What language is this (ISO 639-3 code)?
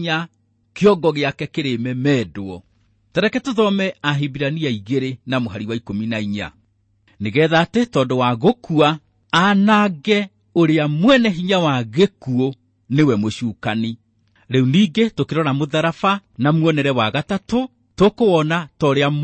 kik